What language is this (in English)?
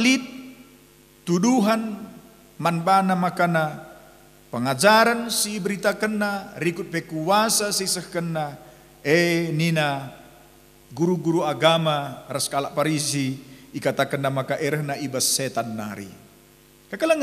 Batak Karo